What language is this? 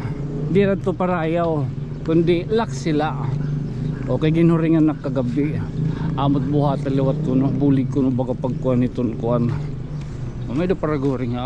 Waray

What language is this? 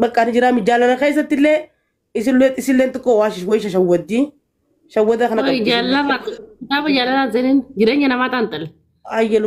Oromo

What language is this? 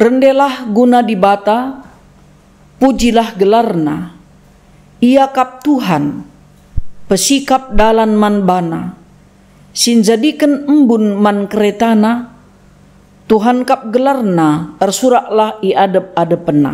Batak Karo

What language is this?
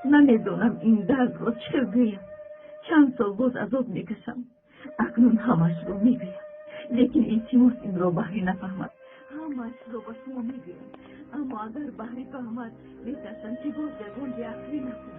Tajik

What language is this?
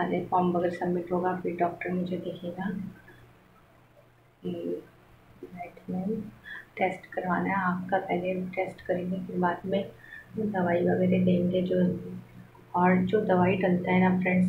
Hindi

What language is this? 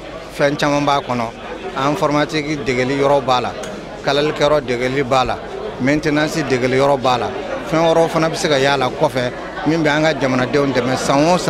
Bambara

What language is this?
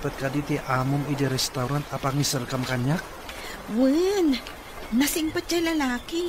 Iloko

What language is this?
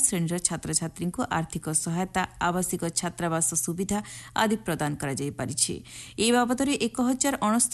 Odia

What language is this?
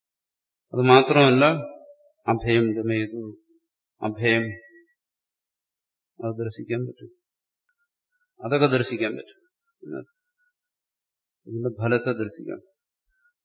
Malayalam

